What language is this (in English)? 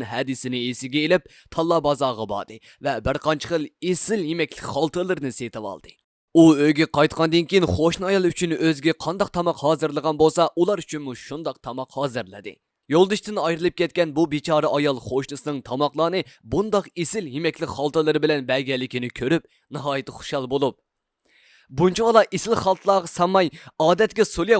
Uyghur